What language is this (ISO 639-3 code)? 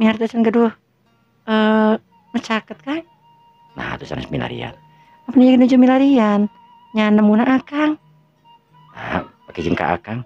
sun